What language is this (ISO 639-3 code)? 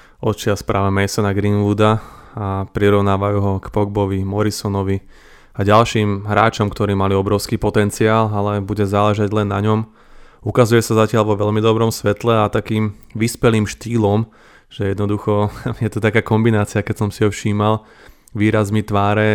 slk